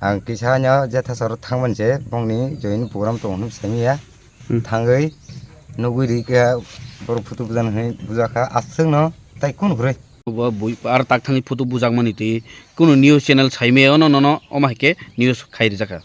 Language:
Kok Borok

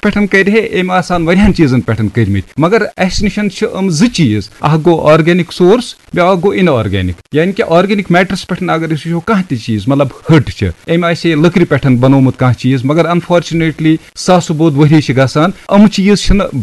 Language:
Kashmiri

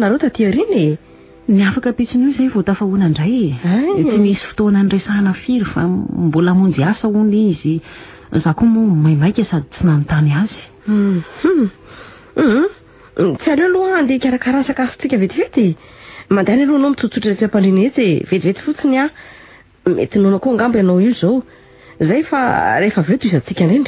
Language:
Malagasy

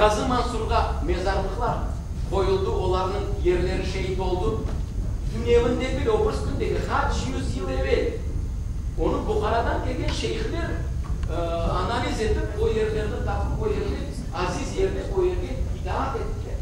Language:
Crimean Tatar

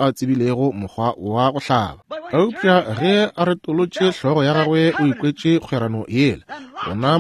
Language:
Northern Sotho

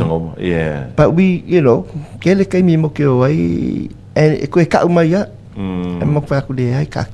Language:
Samoan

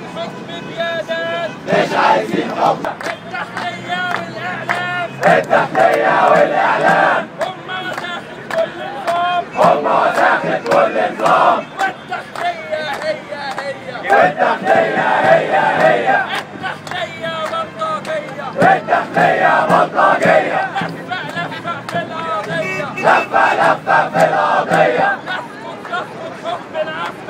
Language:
Egyptian Arabic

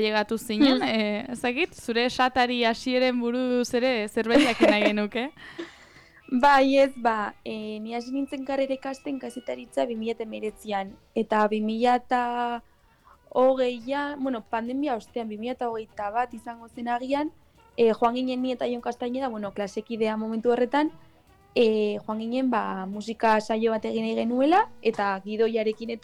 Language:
Basque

